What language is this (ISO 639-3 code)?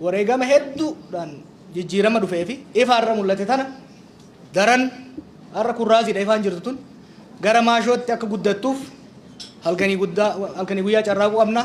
orm